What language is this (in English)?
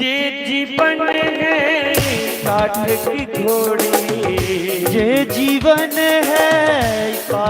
Dogri